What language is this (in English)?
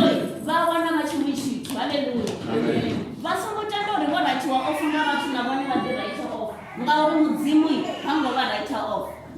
Venda